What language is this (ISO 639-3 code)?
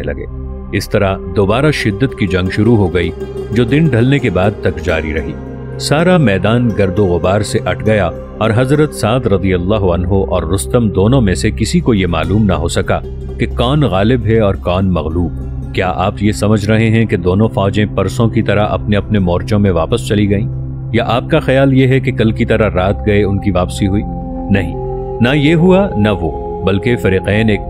urd